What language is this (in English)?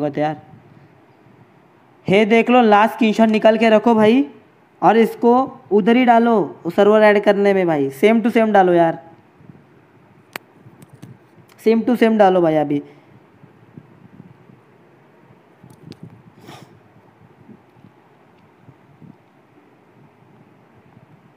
Hindi